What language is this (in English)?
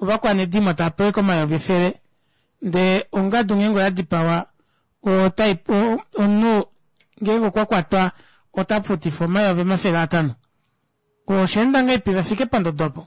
Kuanyama